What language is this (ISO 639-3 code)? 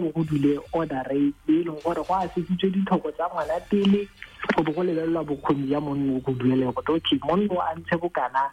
tsn